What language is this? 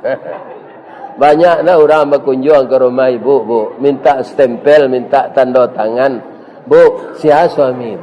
Minangkabau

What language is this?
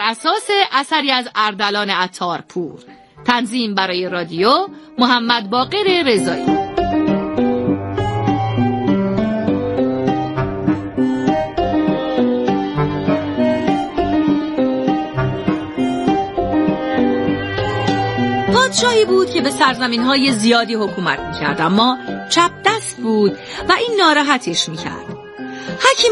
Persian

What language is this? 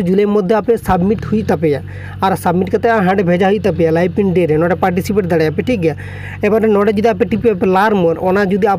Santali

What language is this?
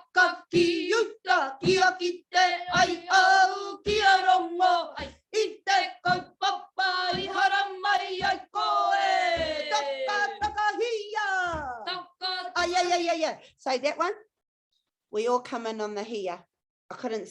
Māori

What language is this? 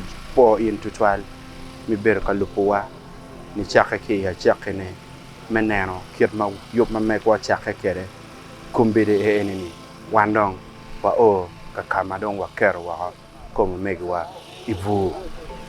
Acoli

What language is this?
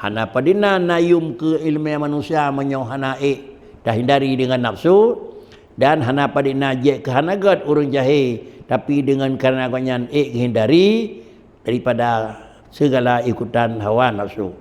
Achinese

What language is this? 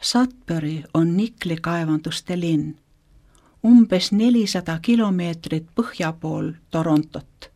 Estonian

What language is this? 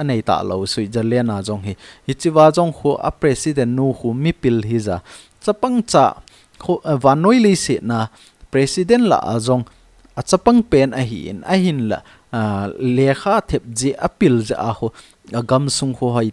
Thado Chin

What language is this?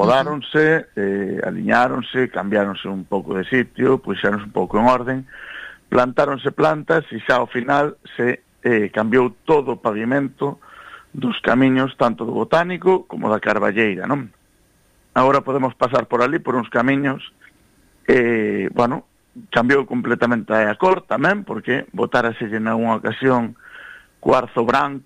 Galician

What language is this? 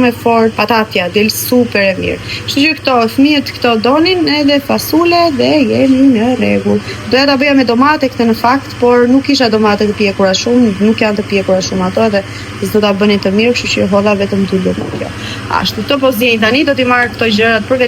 Albanian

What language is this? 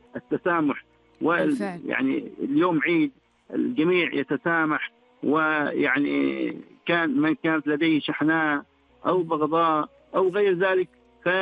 Arabic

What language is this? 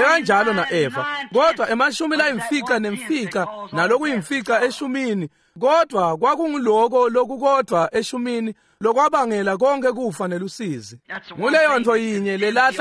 Swati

